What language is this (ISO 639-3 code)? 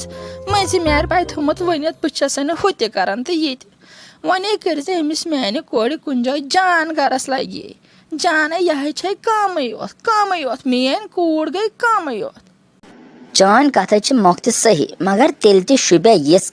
kas